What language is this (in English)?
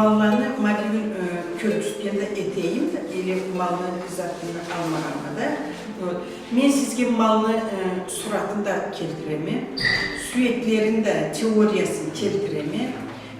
Karachay-Balkar